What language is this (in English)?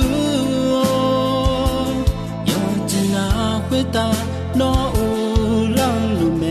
Akha